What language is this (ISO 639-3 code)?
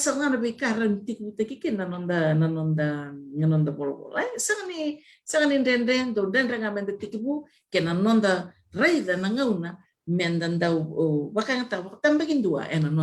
fij